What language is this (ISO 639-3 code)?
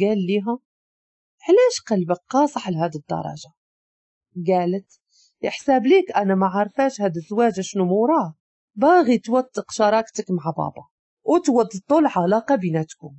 ary